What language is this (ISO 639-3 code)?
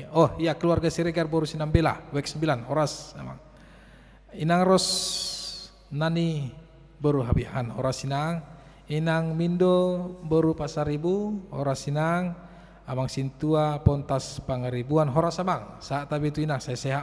bbc